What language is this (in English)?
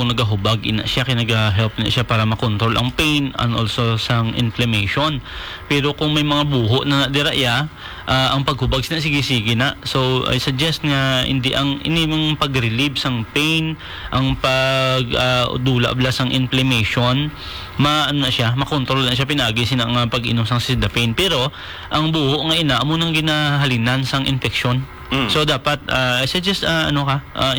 Hiligaynon